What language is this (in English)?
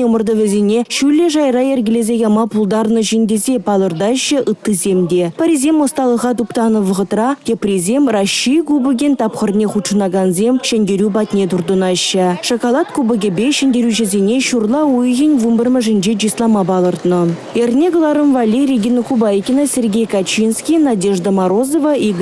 Chuvash